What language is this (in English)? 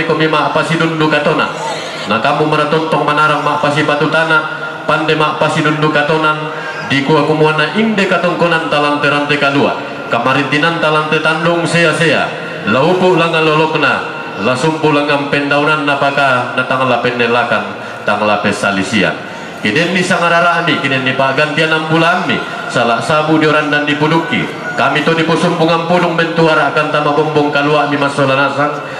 Toraja-Sa'dan